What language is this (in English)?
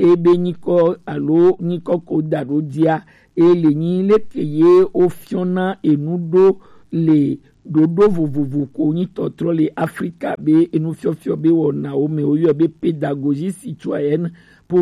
Gen